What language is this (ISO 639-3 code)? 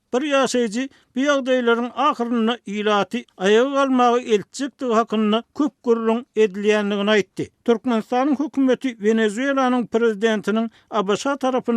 tuk